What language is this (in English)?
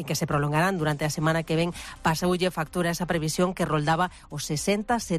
Galician